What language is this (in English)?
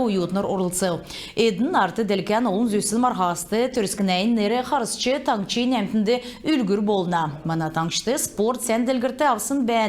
Kalmyk